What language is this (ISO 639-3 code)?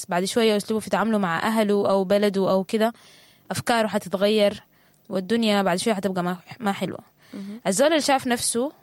apd